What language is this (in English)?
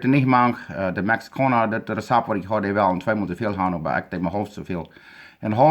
Plautdietsch